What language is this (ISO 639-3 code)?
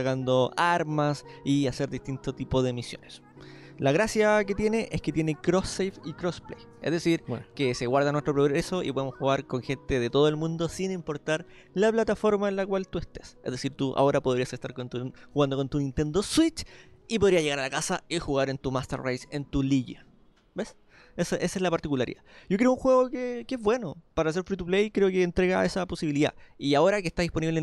spa